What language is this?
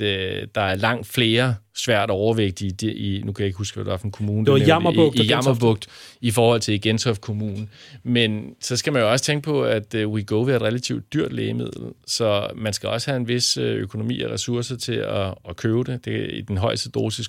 Danish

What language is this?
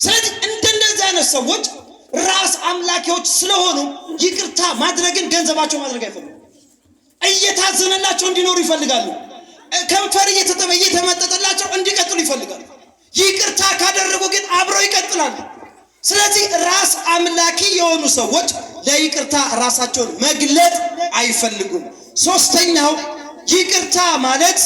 Amharic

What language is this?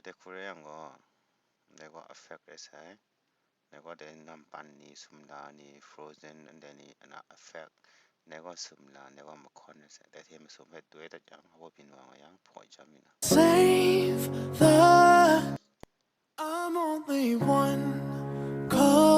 Kachin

